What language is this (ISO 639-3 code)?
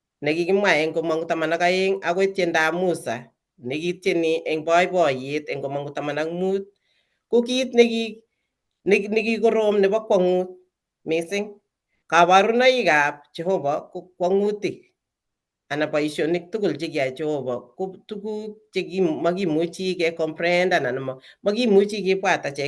kln